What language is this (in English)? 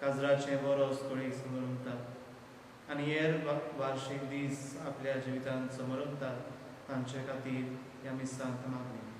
Konkani